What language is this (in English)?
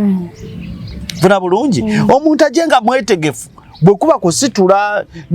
Ganda